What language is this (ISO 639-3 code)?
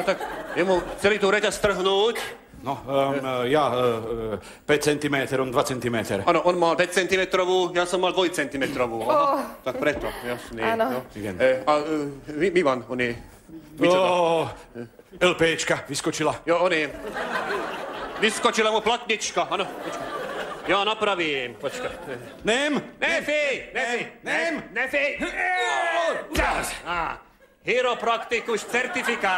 slk